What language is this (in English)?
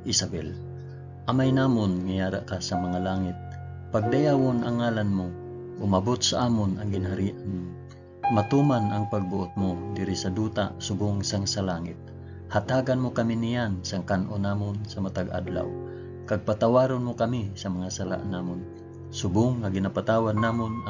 Hiligaynon